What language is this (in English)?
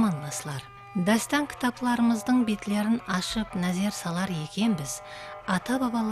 Kara-Kalpak